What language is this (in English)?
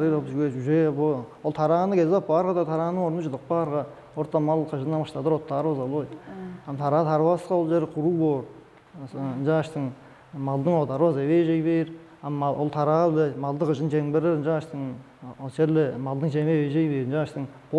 Tuvinian